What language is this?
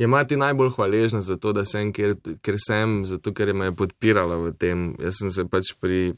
Slovenian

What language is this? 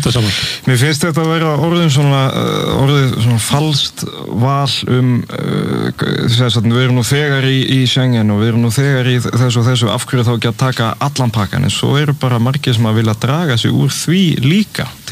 Icelandic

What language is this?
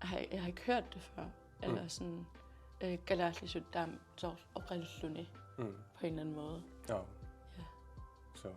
Kalaallisut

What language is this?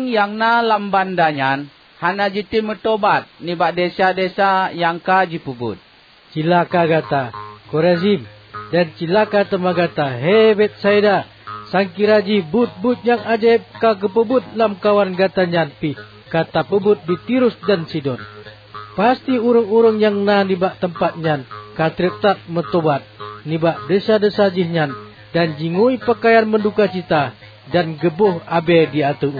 Achinese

